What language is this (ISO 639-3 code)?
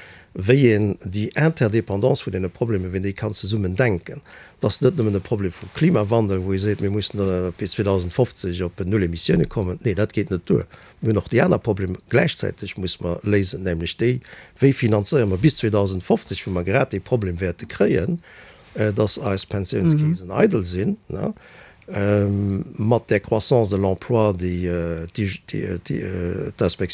ltz